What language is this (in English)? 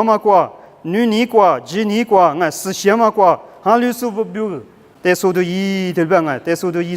Lisu